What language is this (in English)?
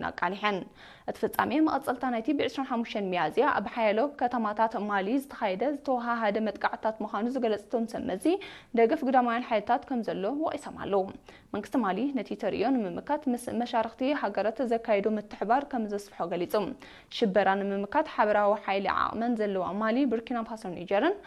Tigrinya